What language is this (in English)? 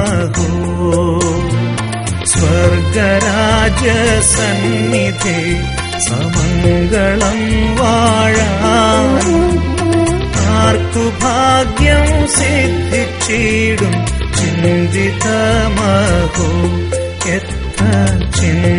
Malayalam